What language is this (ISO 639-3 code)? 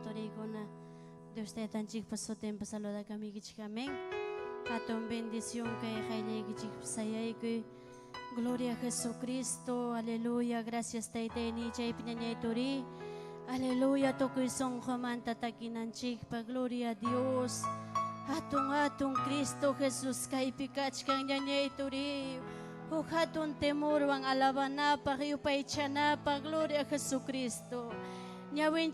quy